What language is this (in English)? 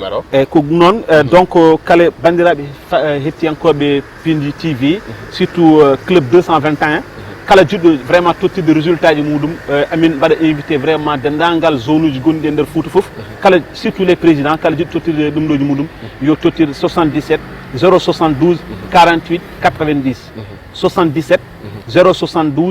Fula